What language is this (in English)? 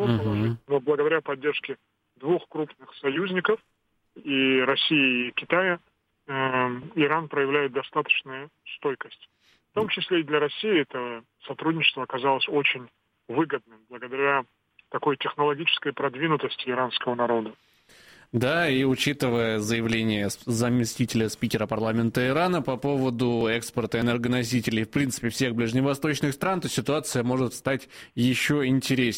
Russian